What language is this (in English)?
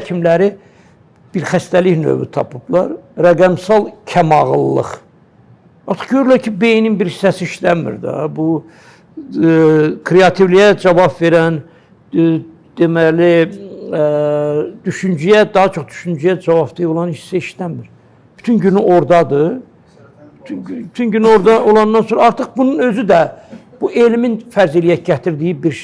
Azerbaijani